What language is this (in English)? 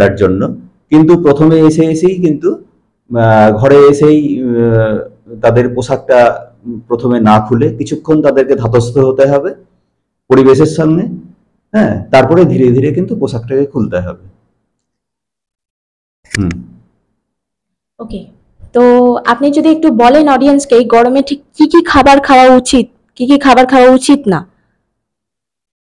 Bangla